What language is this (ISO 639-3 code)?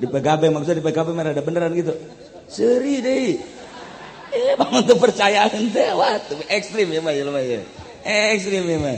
sun